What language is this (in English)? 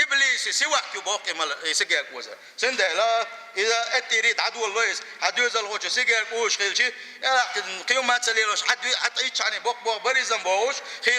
Chechen